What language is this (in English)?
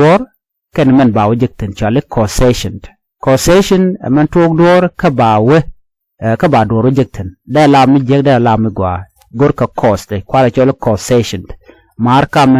Nuer